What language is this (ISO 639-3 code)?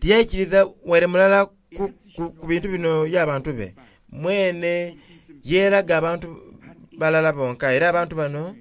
xog